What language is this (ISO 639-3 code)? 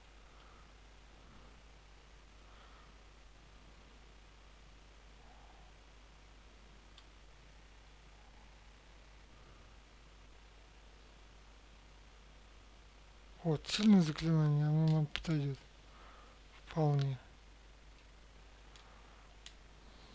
rus